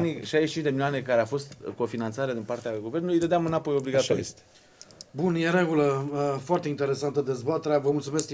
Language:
Romanian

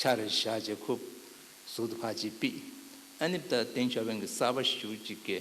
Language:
Tibetan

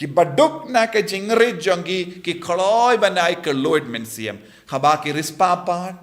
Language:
Khasi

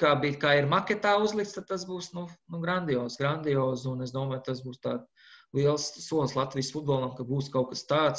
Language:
Latvian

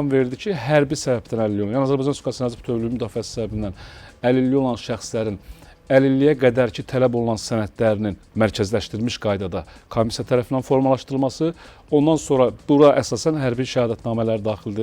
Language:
Azerbaijani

